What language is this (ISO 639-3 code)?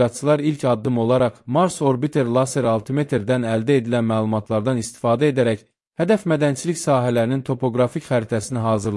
aze